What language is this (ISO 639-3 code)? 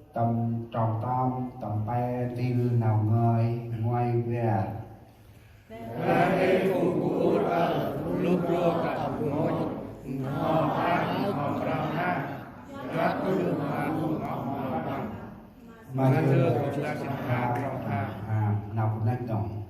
cmo